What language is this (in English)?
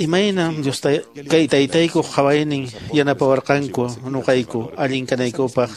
Quechua